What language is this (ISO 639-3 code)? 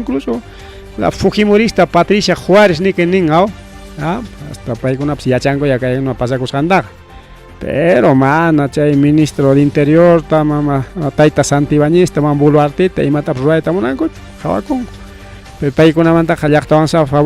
quy